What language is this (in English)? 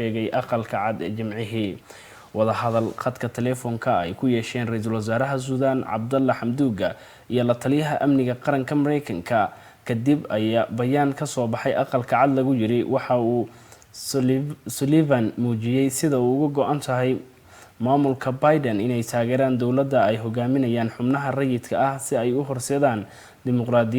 Somali